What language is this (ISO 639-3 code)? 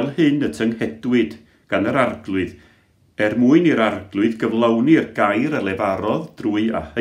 cym